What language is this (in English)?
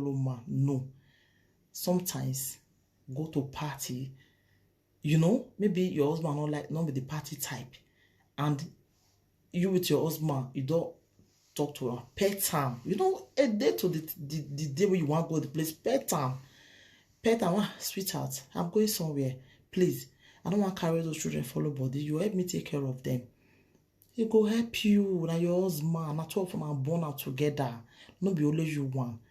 Nigerian Pidgin